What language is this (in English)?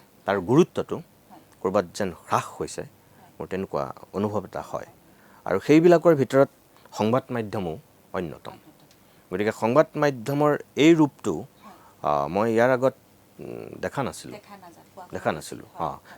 Assamese